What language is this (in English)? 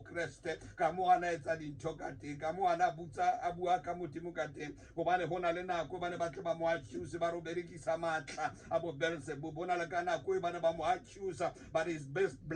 Tswana